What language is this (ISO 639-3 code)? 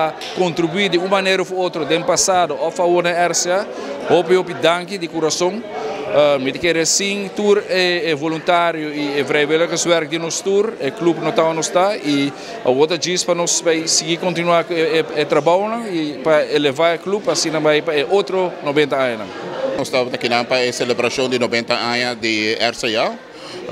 pap